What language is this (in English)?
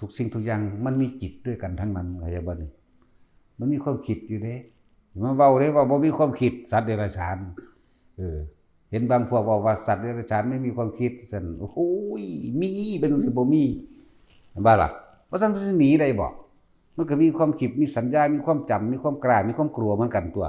Northeastern Thai